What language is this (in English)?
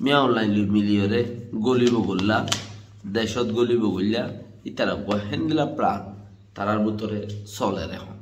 Rohingya